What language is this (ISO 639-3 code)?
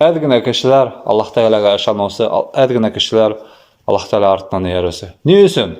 bak